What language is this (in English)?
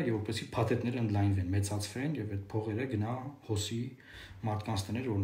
Armenian